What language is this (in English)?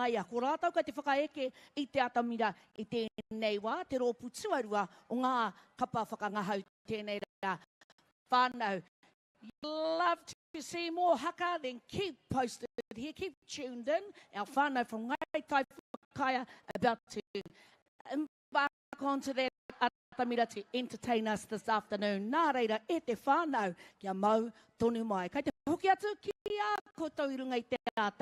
Māori